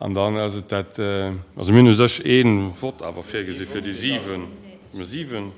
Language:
Luxembourgish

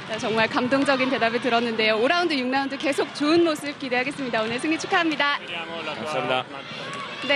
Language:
Korean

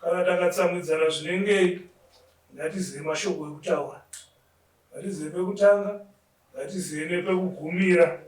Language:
Shona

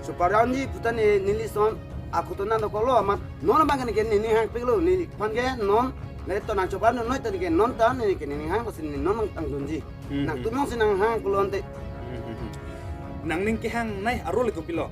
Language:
Karbi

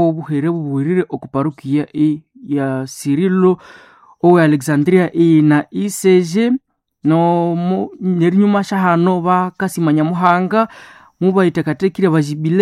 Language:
Nande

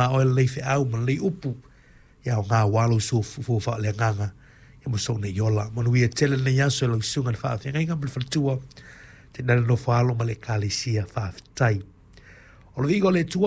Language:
Samoan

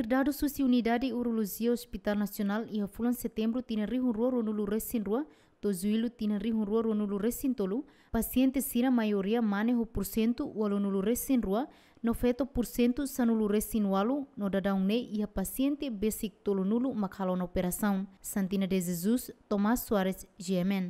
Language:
Tetum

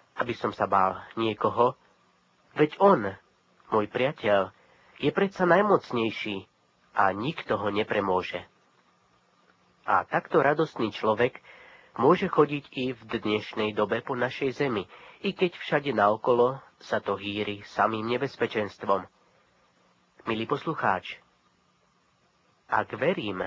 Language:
Slovak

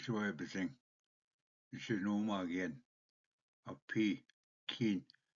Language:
Ojibwa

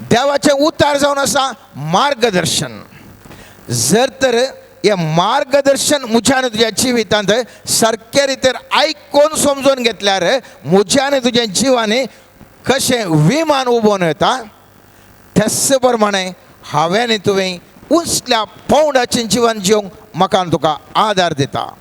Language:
Konkani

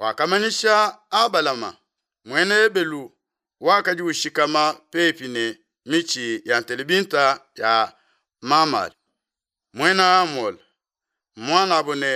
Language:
Luba-Lulua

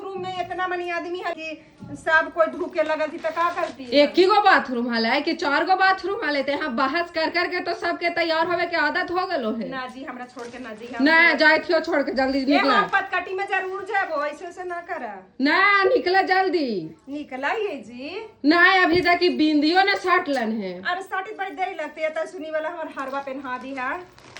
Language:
Magahi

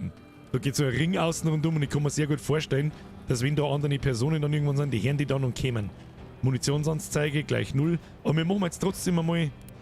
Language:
Bavarian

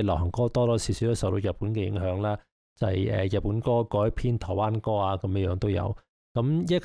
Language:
Cantonese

